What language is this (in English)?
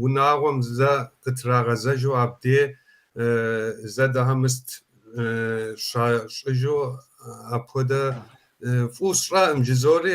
Kabardian